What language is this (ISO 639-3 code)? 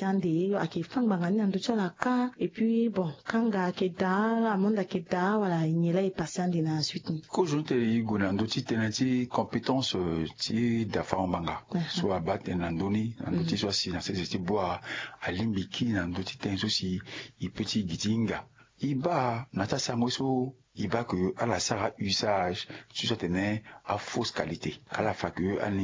sag